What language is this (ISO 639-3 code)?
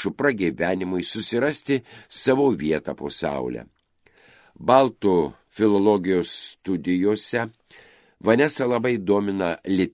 lit